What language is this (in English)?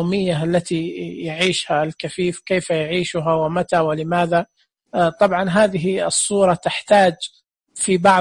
Najdi Arabic